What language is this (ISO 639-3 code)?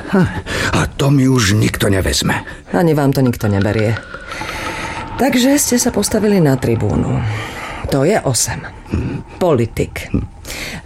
slk